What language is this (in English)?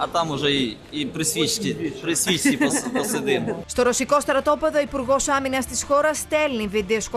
Greek